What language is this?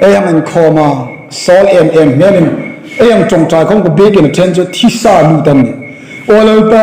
Hmar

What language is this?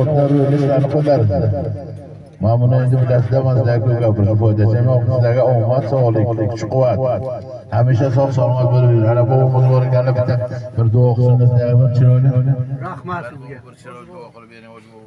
Uzbek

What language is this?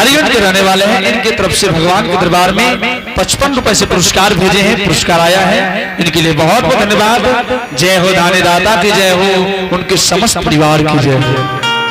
Angika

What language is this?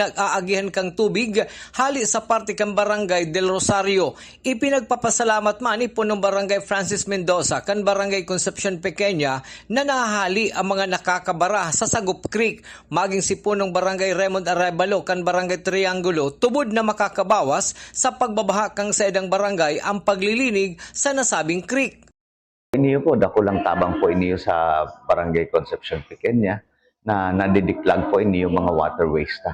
Bikol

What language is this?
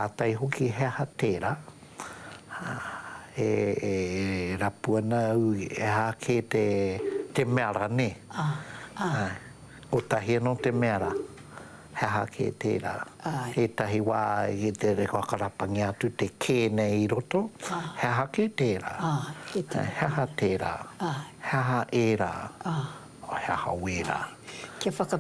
Māori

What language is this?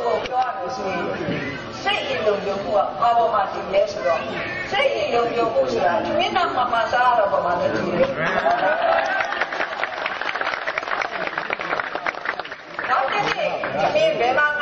Burmese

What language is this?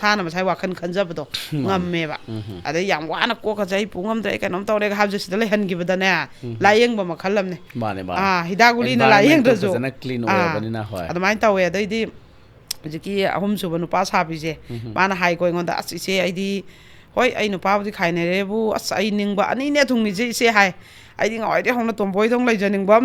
Manipuri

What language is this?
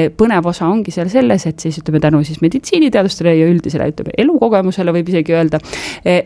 Estonian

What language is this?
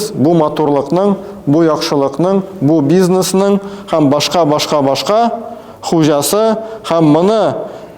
Tatar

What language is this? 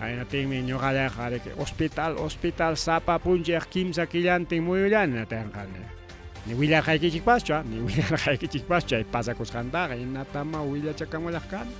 Ayacucho Quechua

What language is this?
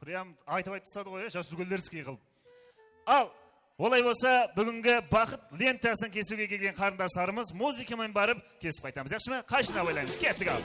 Kara-Kalpak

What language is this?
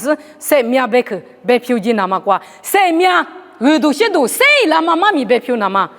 Lisu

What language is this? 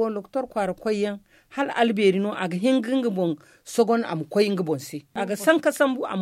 Zarma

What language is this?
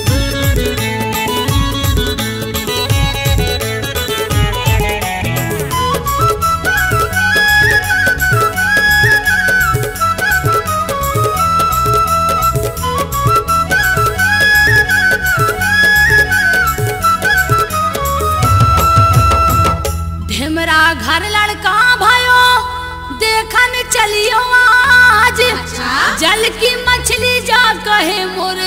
Bundeli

